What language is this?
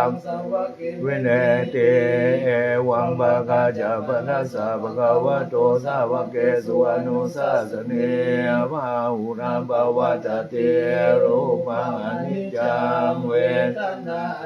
Pali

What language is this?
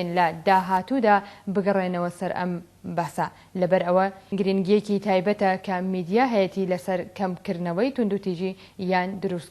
Central Kurdish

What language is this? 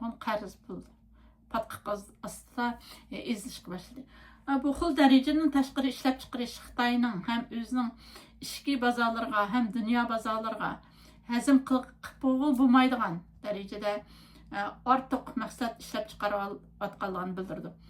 Uyghur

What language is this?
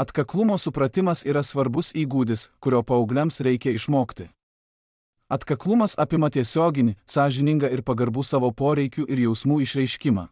Lithuanian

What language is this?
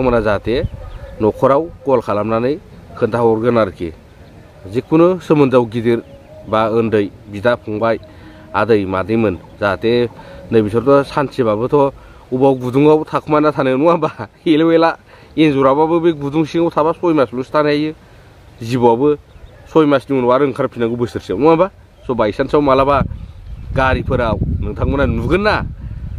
Bodo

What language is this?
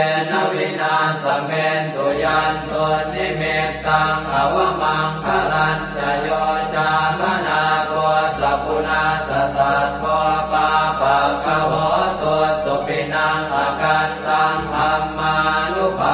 Pali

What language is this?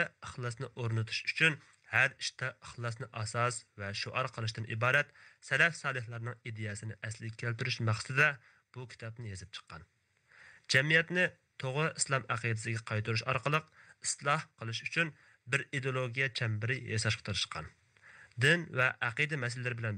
Uyghur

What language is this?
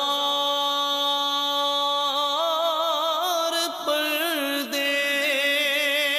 Urdu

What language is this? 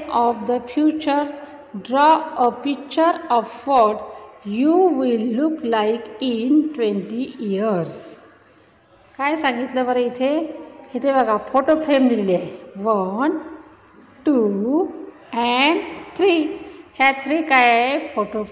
Marathi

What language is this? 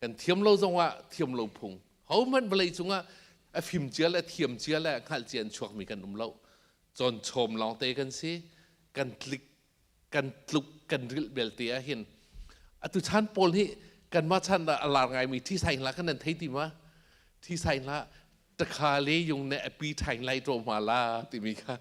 Hakha Chin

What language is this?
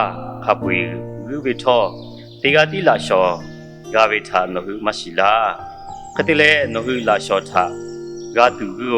Lahu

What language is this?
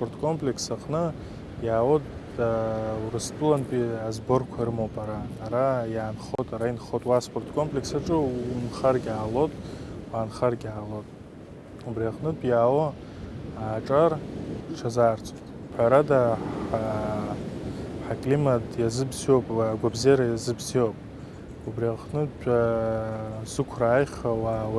Abkhazian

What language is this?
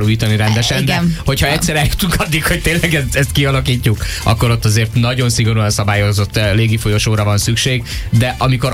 Hungarian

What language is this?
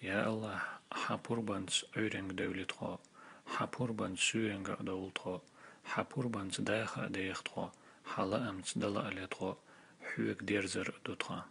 Chechen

